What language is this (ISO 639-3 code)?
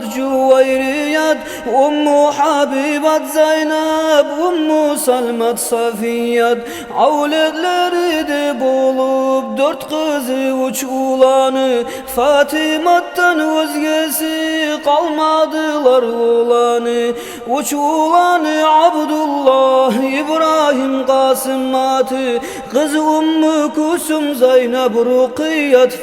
kum